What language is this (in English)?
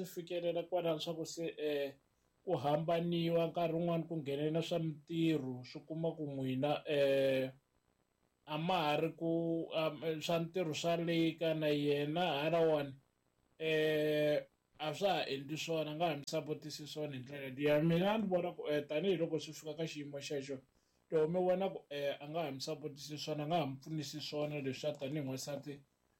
Tsonga